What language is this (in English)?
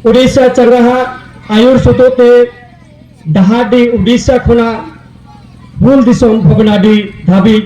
Santali